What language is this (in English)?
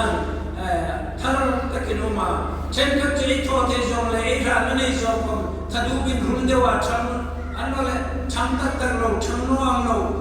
Hmar